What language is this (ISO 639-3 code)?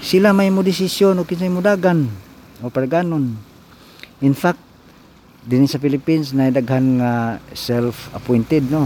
ceb